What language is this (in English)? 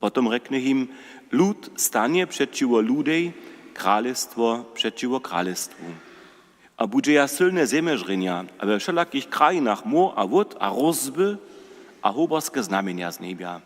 Upper Sorbian